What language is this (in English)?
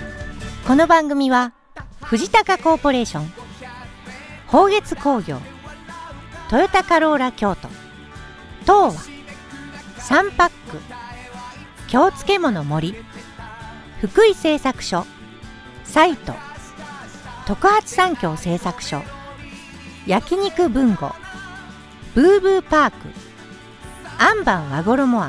Japanese